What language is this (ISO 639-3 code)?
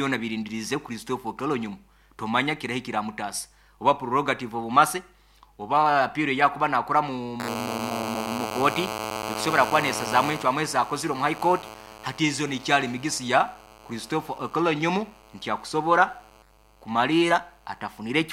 nyo